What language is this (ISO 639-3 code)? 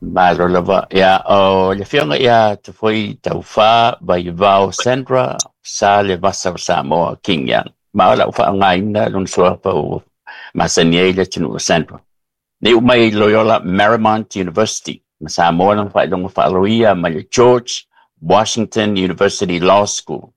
smo